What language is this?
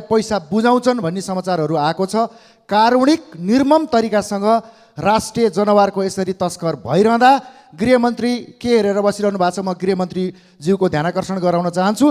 Nepali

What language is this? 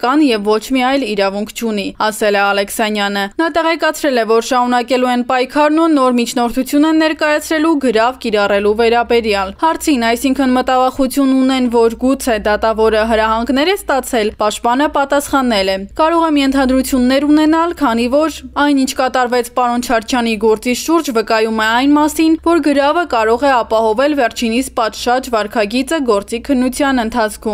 Armenian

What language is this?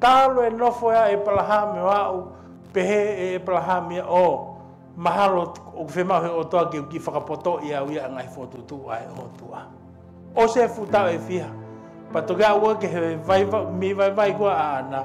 Tongan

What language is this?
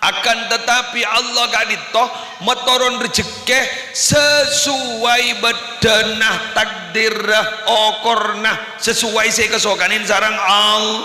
Madurese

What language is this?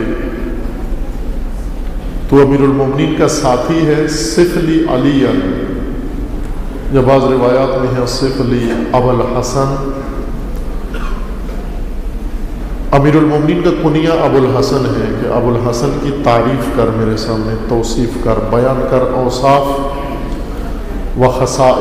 Urdu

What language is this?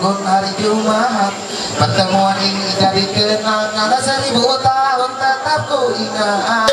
Ma'anyan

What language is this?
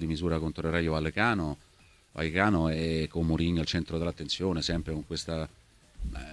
Italian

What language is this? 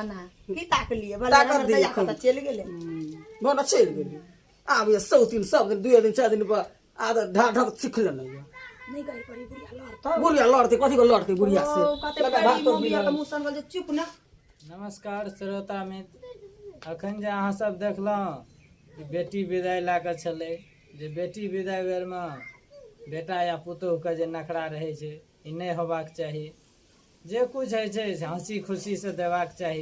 Maithili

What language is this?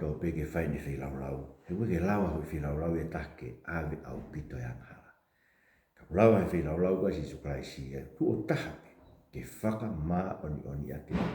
Tongan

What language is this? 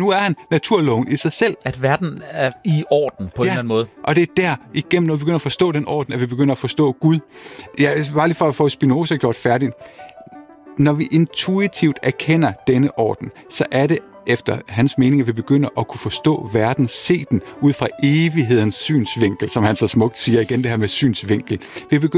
Danish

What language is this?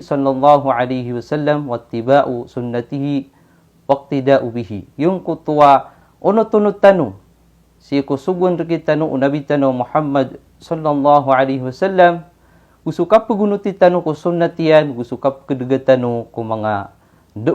Maranao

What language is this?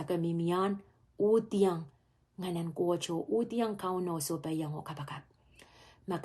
Pohnpeian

